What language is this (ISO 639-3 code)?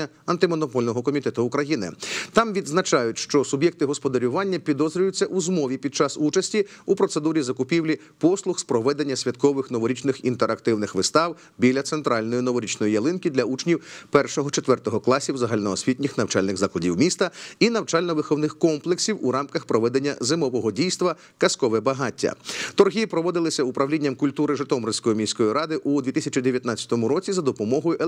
ukr